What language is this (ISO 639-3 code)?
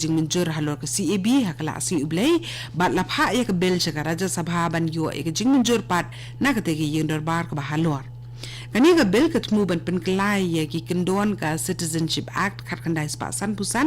kha